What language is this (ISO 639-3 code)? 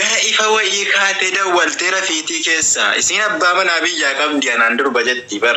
orm